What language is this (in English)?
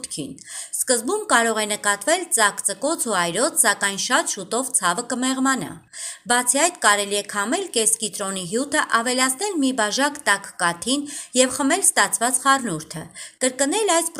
Armenian